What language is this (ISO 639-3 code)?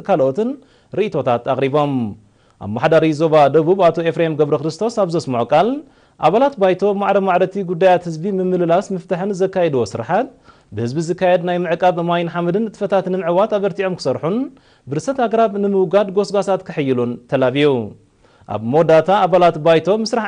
tir